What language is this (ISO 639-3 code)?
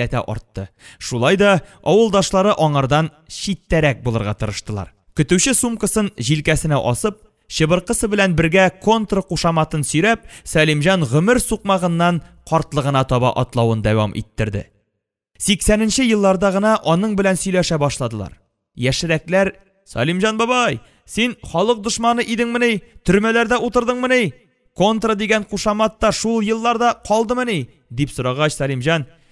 tat